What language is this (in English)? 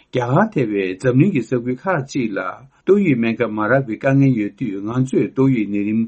Tibetan